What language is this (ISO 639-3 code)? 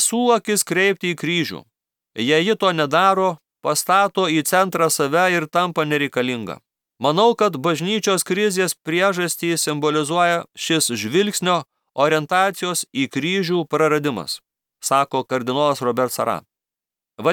lit